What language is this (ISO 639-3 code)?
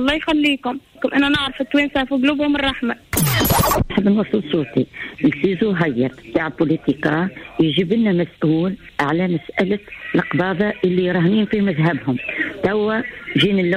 aeb